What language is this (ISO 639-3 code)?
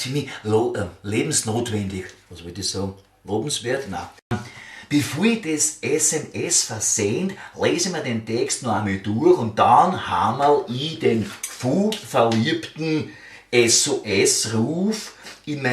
bar